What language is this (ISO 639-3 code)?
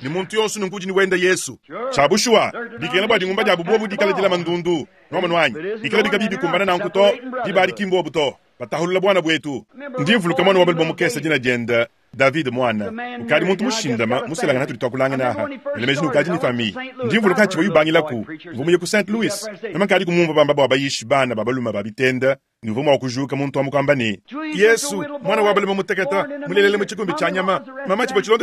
lua